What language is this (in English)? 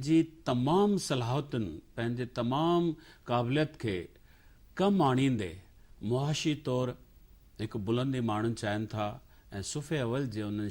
Sindhi